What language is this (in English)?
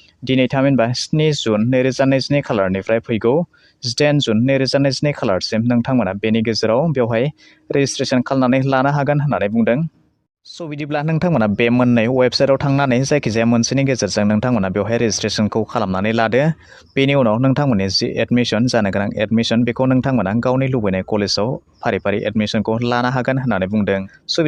Bodo